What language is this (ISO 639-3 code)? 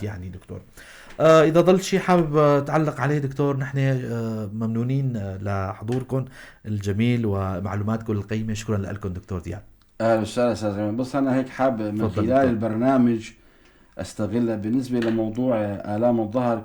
apc